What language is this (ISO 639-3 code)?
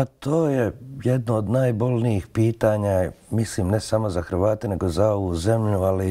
bos